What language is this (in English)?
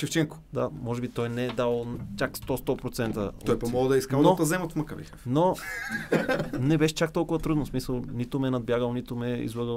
Bulgarian